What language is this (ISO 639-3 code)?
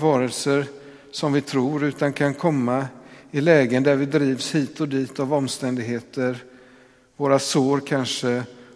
swe